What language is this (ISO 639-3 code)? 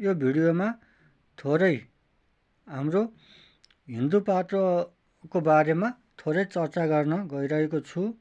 nep